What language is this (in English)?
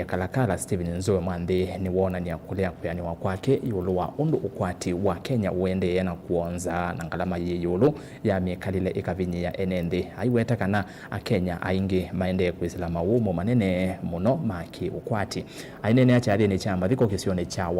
Kamba